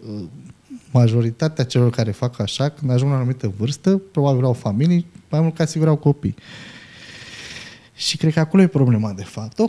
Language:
Romanian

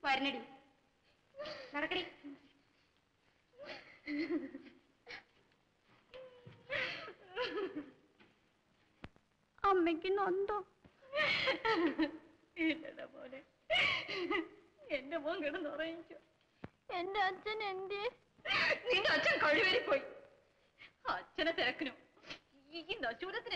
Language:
Malayalam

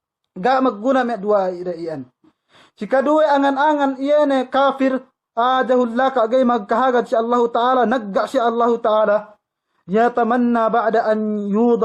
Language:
Yakan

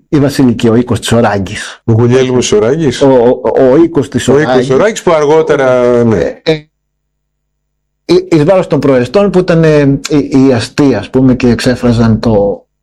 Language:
Greek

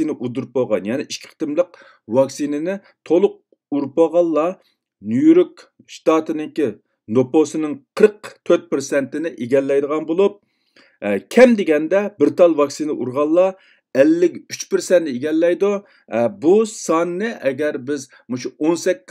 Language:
Uyghur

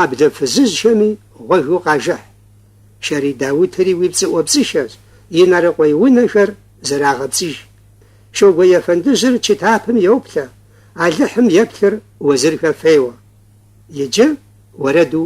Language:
Kabardian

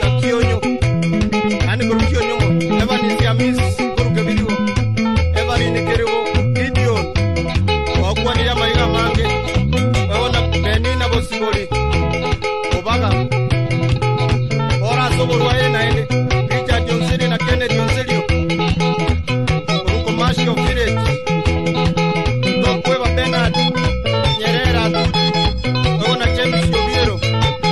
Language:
Gusii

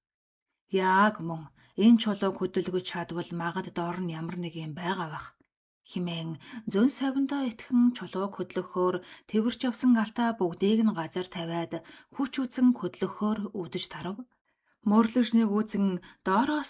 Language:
Mongolian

